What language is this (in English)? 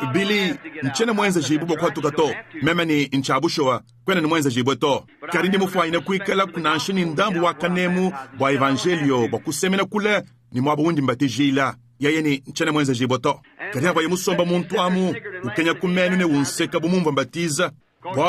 Luba-Lulua